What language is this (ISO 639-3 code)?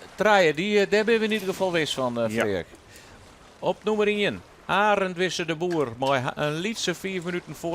fry